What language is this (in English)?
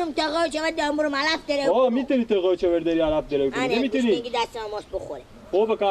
Persian